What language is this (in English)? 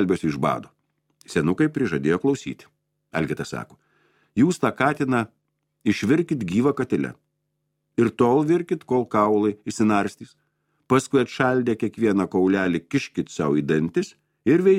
Lithuanian